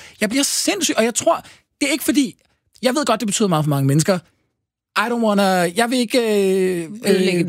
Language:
Danish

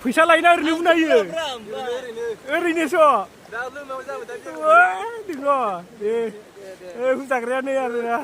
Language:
Bodo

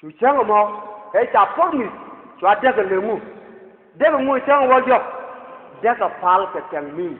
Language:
Nuer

